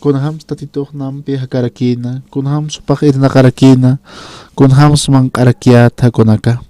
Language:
Aymara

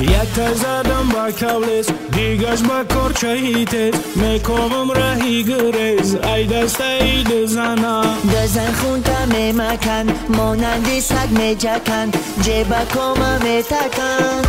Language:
Tajik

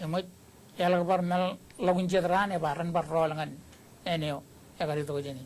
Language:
Marshallese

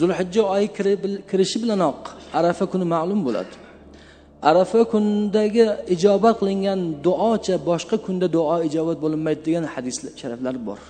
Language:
Uzbek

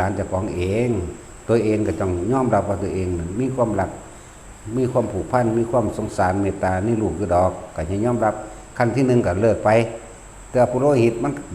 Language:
Northeastern Thai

